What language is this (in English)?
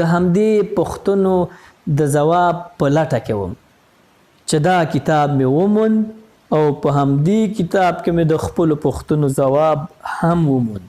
Pashto